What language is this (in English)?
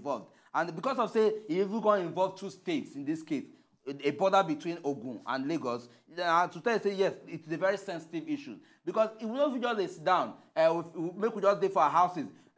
Nigerian Pidgin